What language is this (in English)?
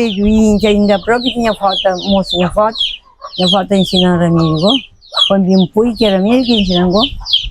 Kabuverdianu